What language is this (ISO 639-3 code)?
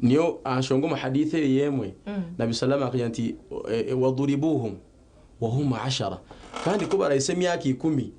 nyn